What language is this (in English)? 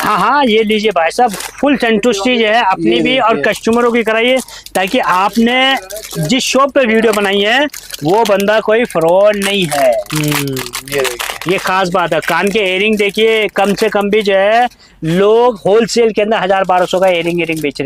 Hindi